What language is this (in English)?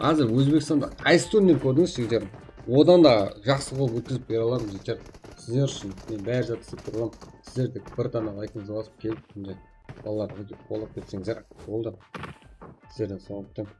Kara-Kalpak